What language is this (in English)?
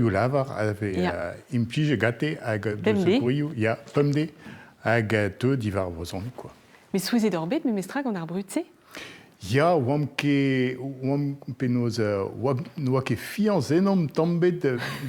Breton